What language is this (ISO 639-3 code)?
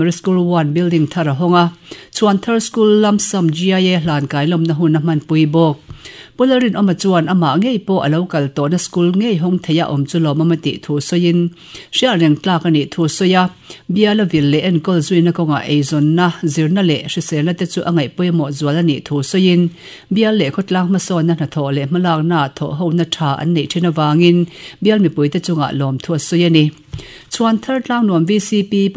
lus